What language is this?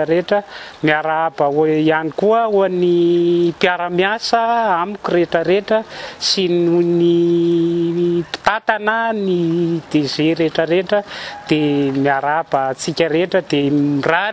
Malagasy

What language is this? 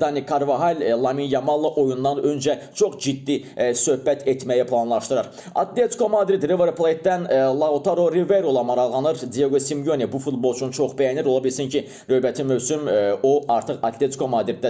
Azerbaijani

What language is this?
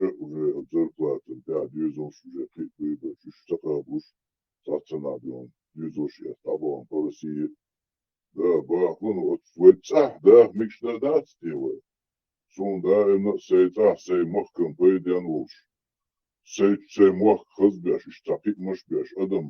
Chechen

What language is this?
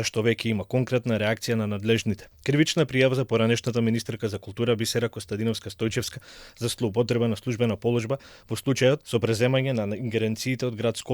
Macedonian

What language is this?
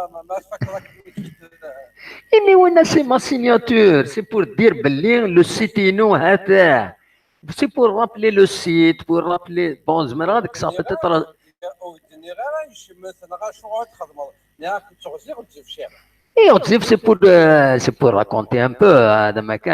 Kabyle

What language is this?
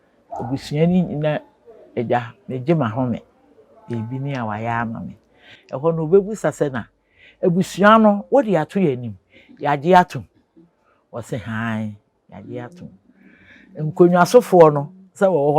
Akan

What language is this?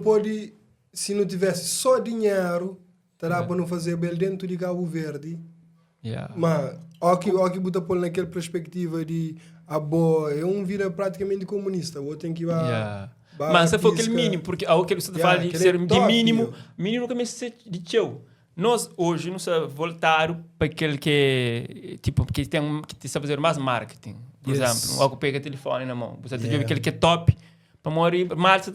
Kabuverdianu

